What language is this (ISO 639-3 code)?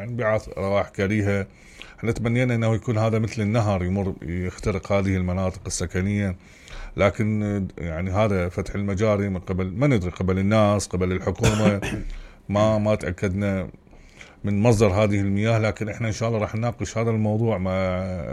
acm